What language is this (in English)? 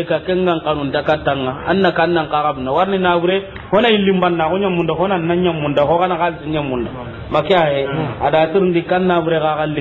Soninke